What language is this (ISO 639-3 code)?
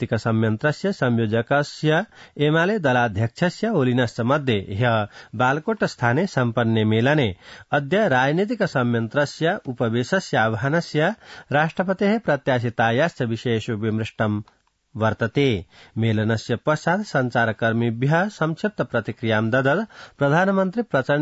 san